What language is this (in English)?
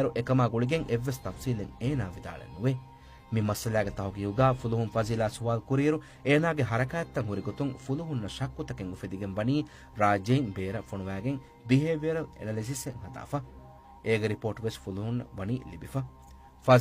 Divehi